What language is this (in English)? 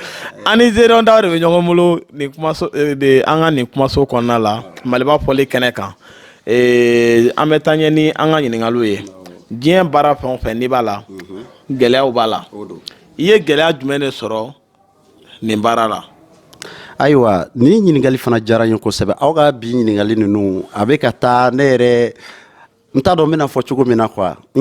Bambara